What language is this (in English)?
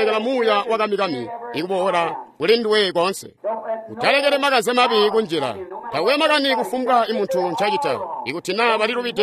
Tonga (Zambia)